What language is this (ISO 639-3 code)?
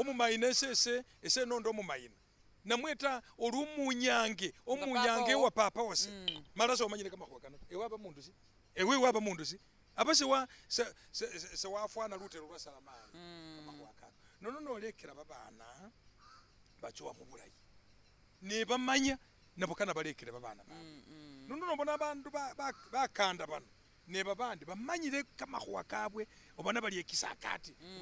myx